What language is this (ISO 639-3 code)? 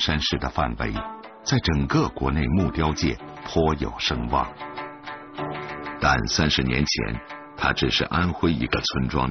zho